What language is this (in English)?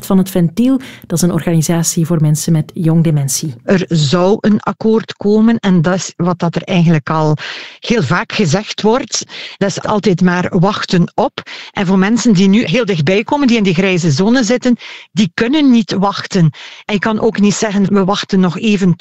Dutch